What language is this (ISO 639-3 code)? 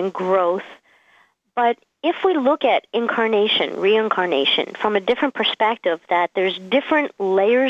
eng